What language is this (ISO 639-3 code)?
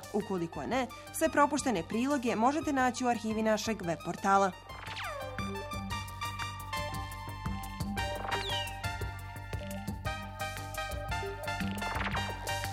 bos